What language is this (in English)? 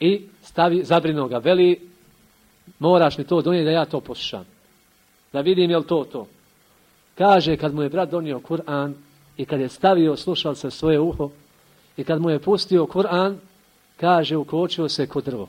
Bosnian